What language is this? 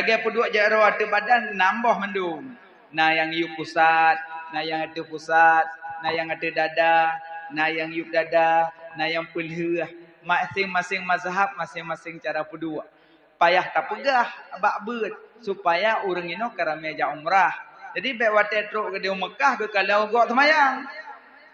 Achinese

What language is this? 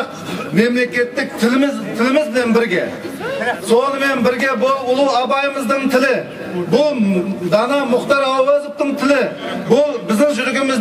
Kazakh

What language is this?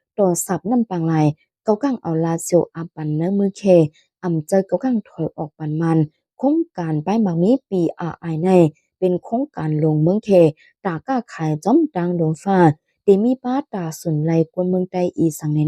Shan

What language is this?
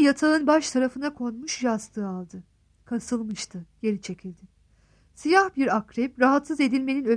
Turkish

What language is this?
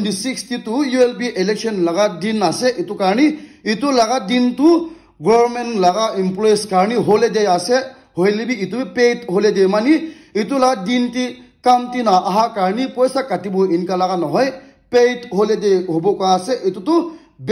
Naga Pidgin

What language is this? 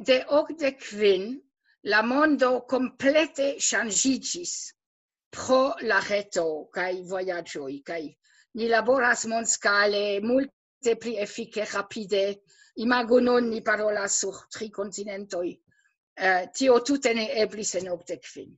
Esperanto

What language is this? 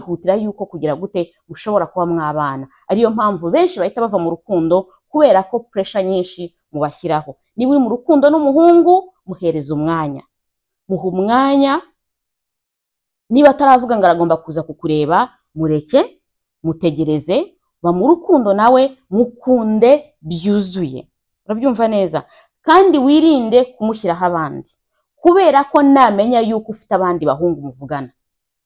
Kinyarwanda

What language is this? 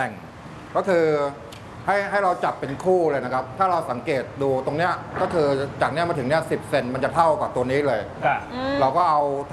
Thai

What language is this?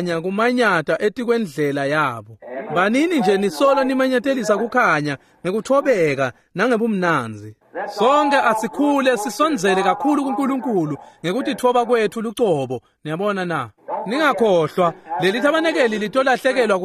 Swati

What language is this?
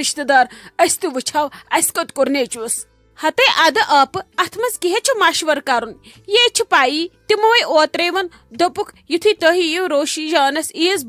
Kashmiri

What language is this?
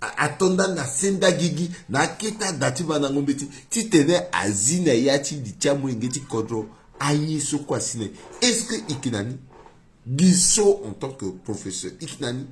Sango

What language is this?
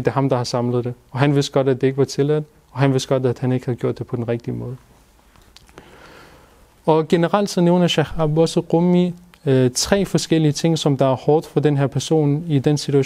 Danish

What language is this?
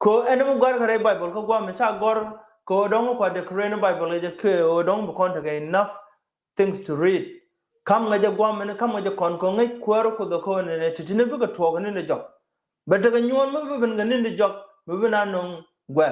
Nuer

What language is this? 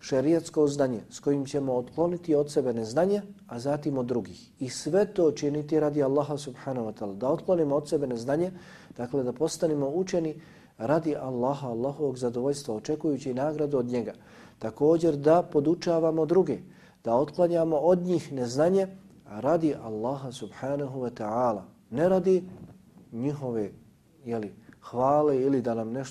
Bosnian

